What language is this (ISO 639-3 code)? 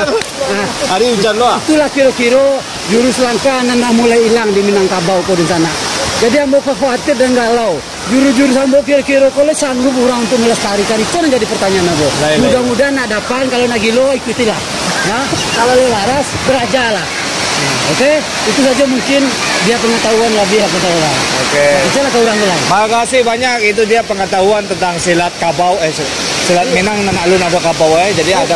min